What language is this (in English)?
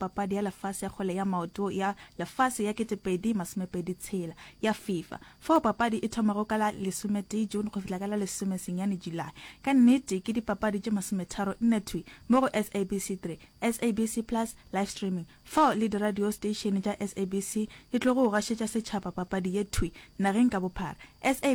Northern Sotho